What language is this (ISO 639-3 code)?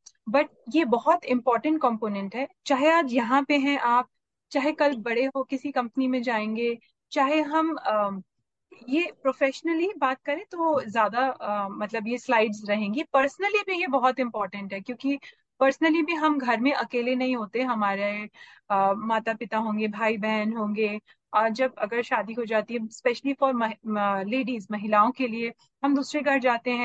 hin